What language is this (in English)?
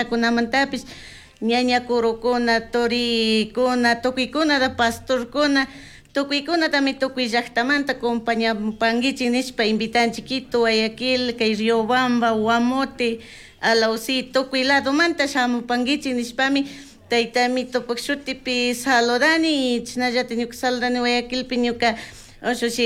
Chimborazo Highland Quichua